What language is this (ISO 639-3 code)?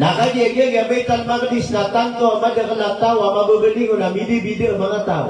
mrw